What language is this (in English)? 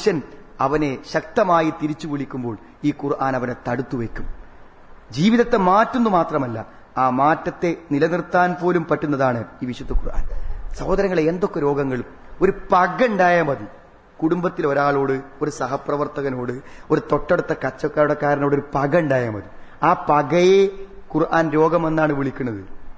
Malayalam